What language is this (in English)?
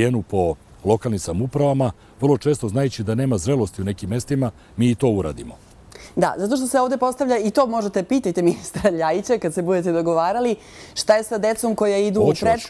Serbian